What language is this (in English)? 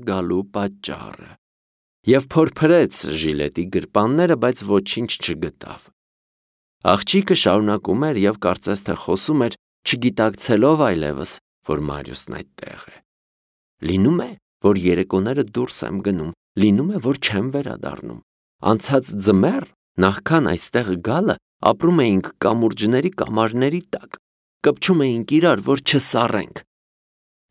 Armenian